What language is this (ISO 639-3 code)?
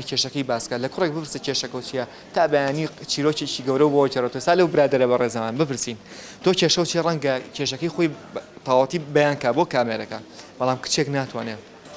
ckb